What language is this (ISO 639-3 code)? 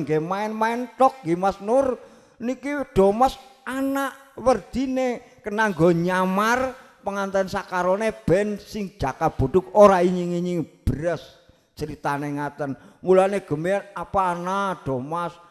jav